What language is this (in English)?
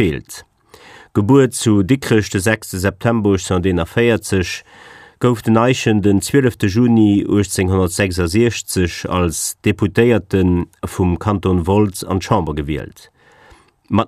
Luxembourgish